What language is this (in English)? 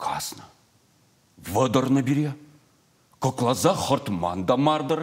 Chuvash